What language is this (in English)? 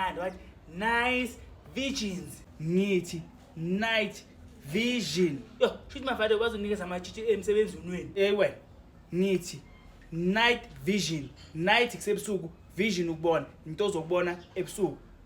Zulu